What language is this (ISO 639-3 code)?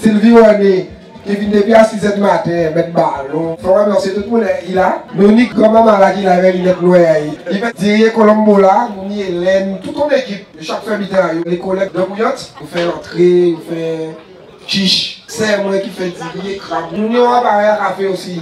gcf